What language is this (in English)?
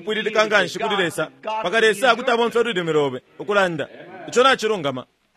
Bemba